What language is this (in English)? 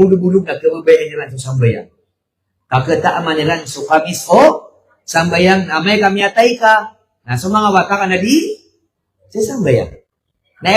Maranao